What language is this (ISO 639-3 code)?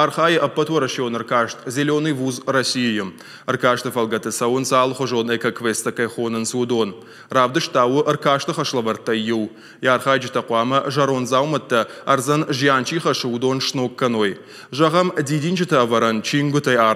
oss